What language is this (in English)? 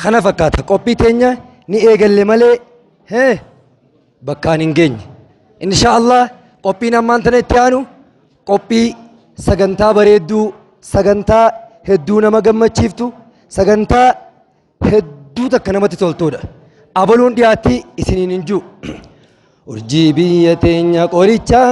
Oromo